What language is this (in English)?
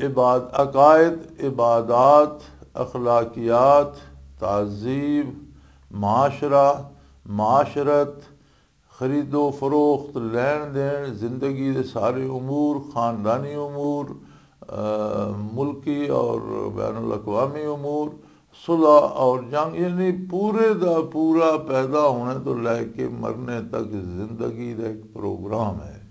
Western Panjabi